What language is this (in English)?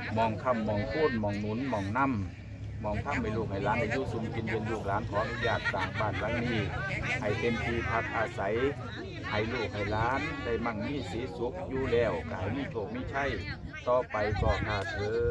Thai